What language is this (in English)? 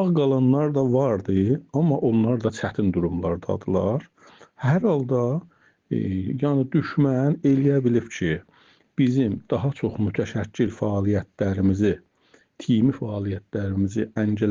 Azerbaijani